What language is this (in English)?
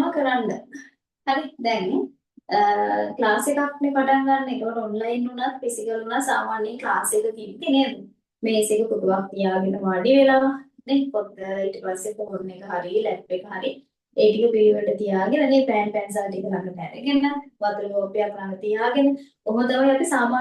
Sinhala